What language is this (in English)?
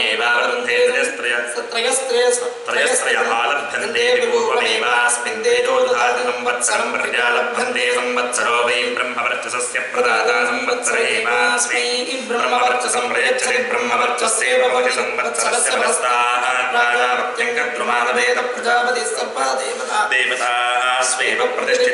Sanskrit